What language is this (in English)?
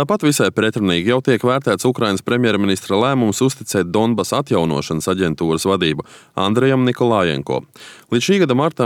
Latvian